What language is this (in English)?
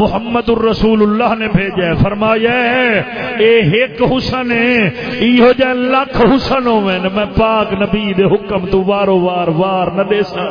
Saraiki